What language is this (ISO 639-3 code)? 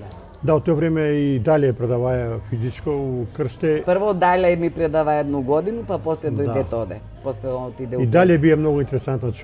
mkd